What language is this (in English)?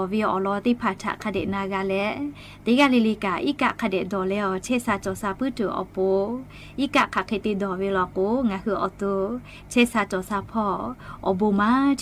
Lahu